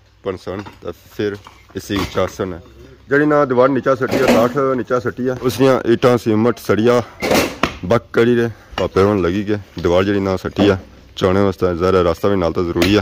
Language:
Pahari-Potwari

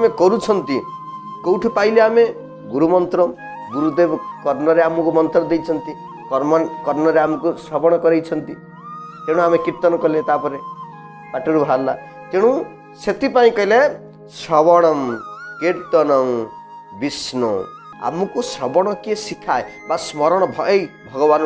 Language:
Odia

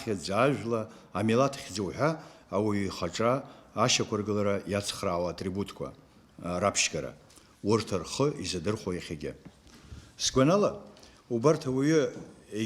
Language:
Abkhazian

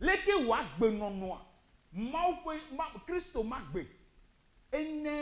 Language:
Ewe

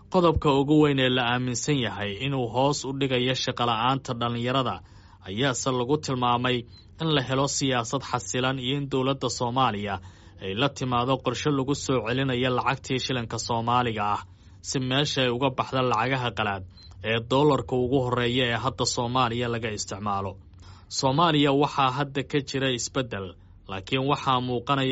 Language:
Somali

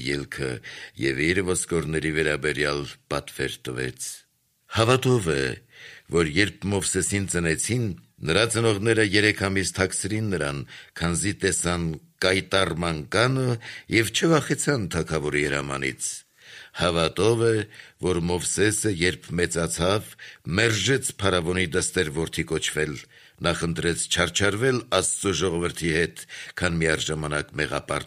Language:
Armenian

